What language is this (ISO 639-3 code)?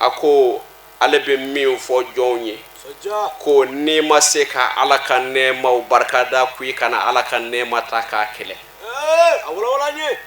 bam